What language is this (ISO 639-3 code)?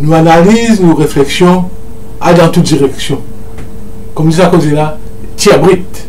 mfe